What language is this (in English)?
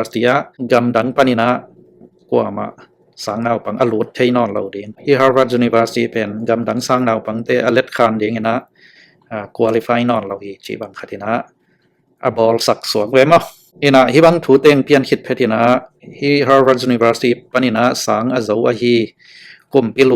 Tedim Chin